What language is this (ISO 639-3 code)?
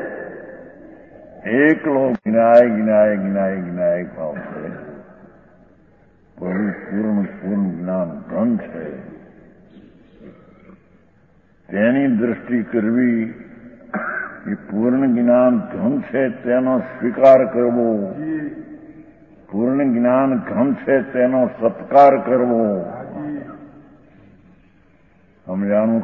guj